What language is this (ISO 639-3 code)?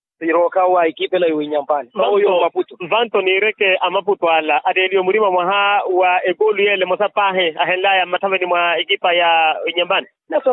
vmw